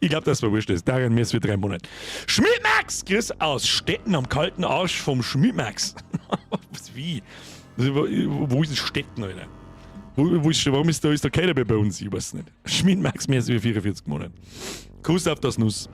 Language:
Bavarian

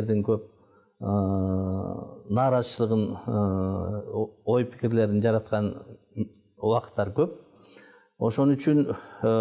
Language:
Kyrgyz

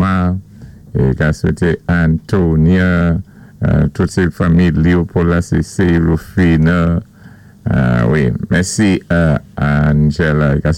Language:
Saint Lucian Creole French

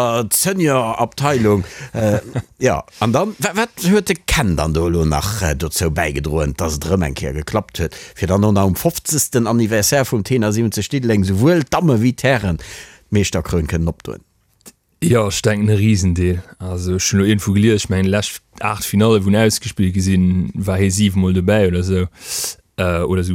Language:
Luxembourgish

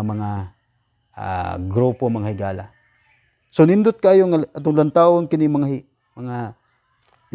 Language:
Cebuano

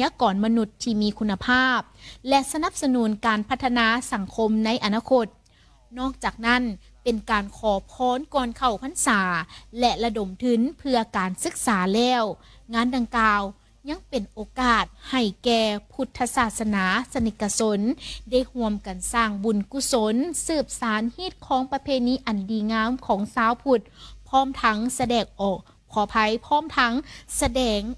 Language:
Lao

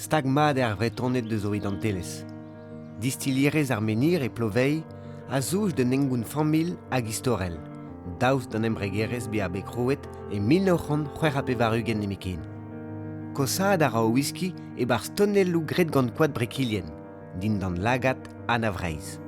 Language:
Breton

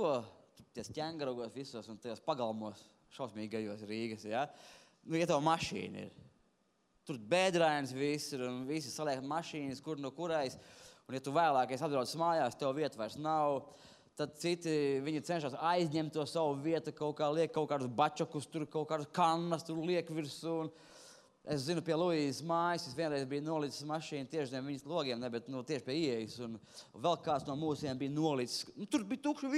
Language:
Latvian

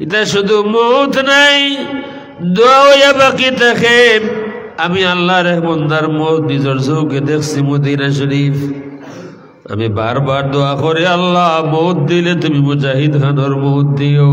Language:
Sylheti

